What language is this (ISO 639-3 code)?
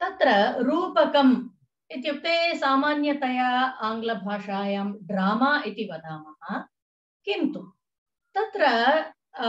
san